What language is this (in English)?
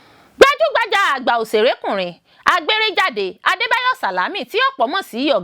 Yoruba